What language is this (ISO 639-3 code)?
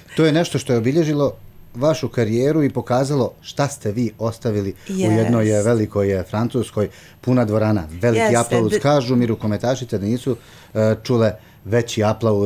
bos